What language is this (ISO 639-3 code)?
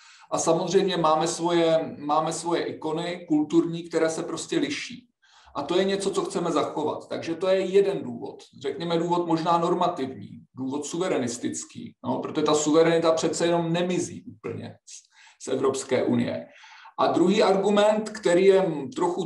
ces